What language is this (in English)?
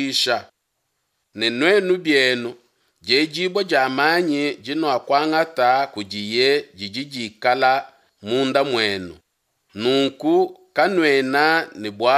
Luba-Lulua